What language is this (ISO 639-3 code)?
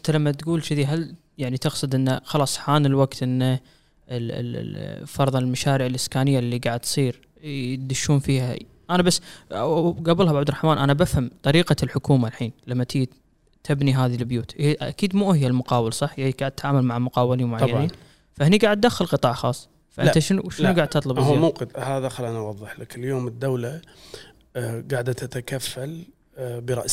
afb